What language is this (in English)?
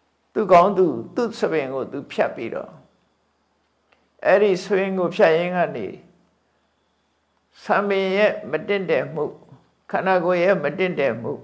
Burmese